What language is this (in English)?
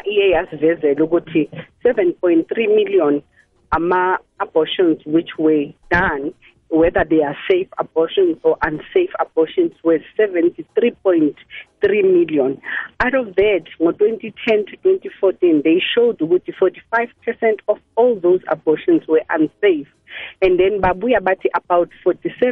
South Ndebele